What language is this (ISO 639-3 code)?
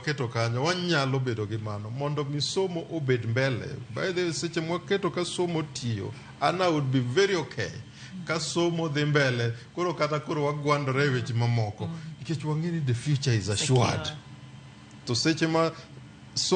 luo